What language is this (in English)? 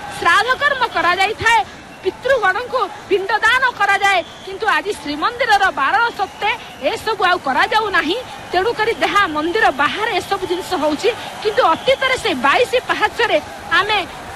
Odia